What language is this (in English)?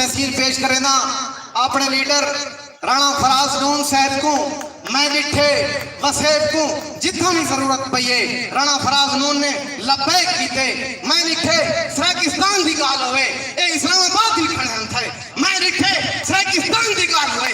Saraiki